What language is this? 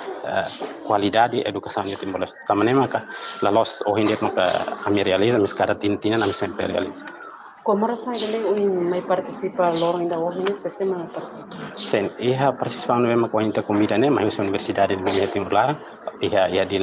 Tetum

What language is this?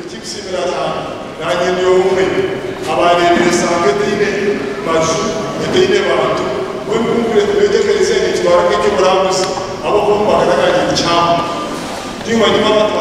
Nyankole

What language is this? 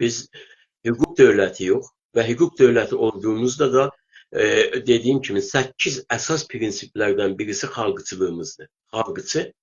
South Azerbaijani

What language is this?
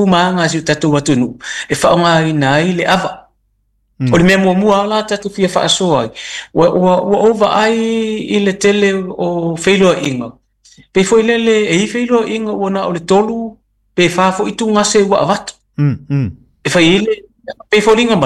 Samoan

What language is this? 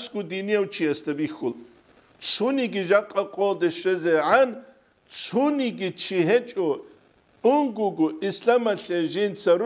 Avaric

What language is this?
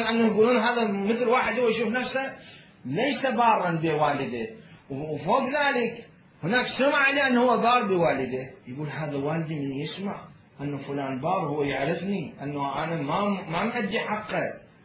Mesopotamian Arabic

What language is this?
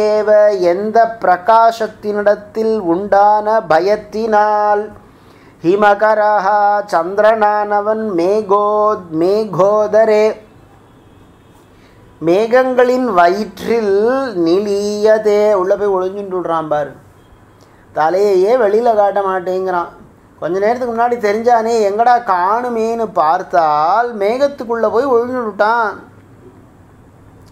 Tamil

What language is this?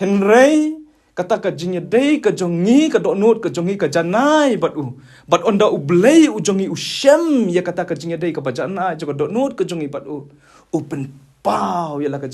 Khasi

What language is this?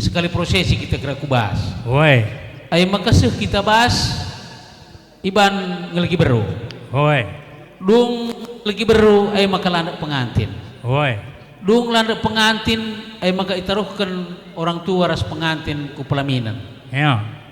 Batak Karo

